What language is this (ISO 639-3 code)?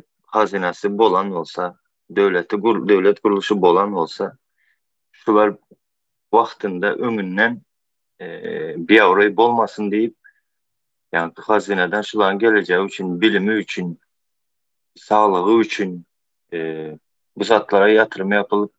tuk